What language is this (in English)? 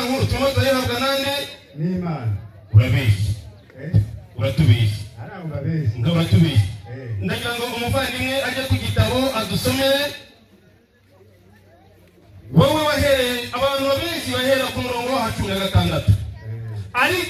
Kinyarwanda